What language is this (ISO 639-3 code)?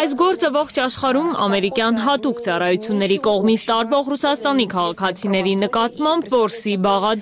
hye